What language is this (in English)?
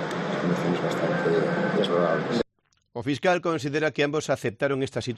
Galician